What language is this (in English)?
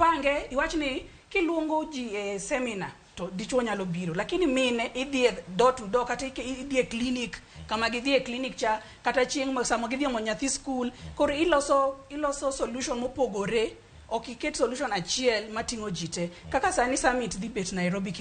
Luo (Kenya and Tanzania)